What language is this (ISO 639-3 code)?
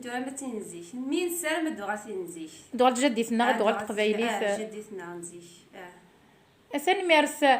kab